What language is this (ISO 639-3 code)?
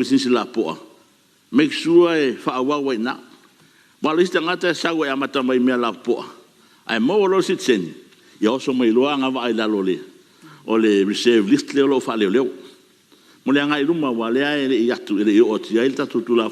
smo